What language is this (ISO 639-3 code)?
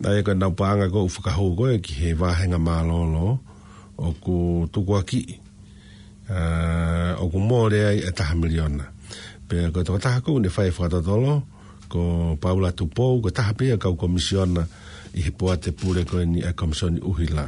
ton